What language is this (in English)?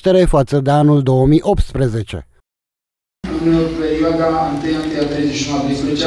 Romanian